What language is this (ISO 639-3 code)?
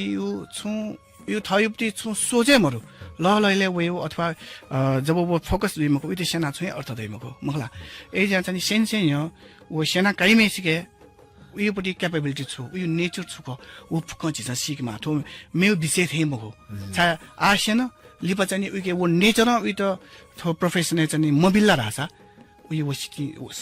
new